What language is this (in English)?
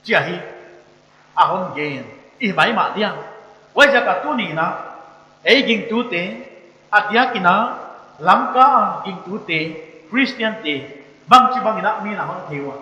Paite Chin